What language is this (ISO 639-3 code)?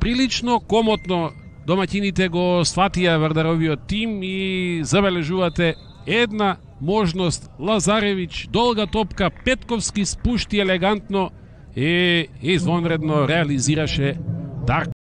mkd